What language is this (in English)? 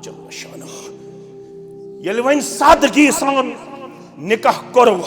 Kashmiri